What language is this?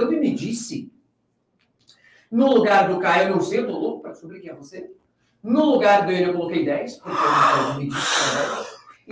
Portuguese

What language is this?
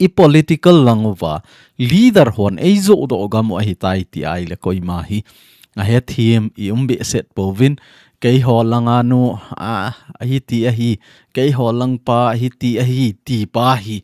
Thado Chin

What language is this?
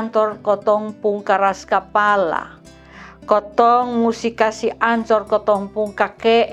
Kupang Malay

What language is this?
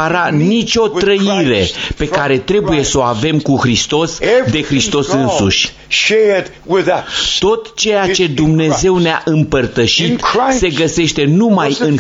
Romanian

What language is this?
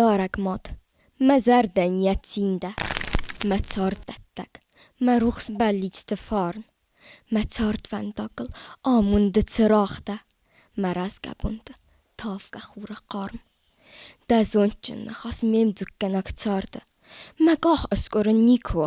Ossetic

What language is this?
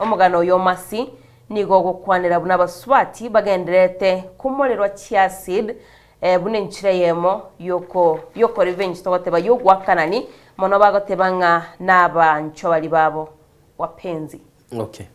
Gusii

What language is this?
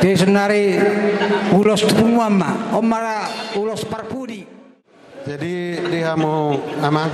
Batak Toba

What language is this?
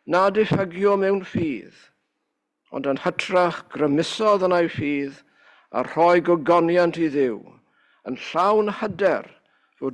Welsh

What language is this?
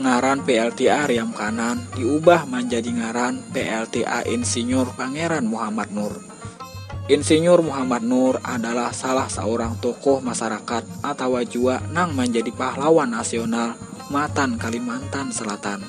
Banjar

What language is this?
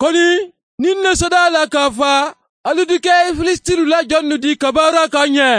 Bambara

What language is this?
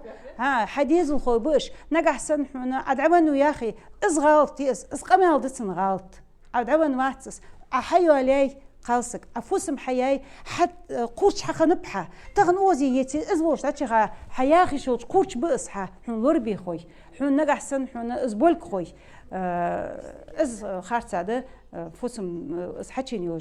Ingush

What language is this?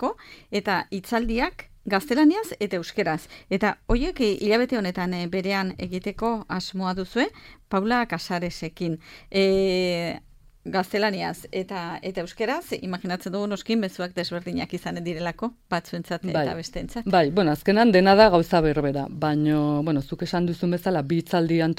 Basque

